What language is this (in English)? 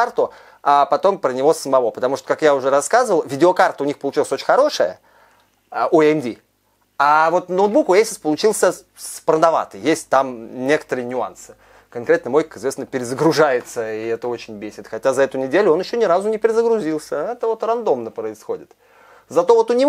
Russian